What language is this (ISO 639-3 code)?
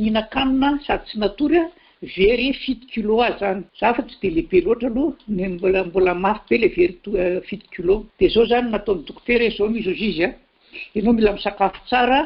mlg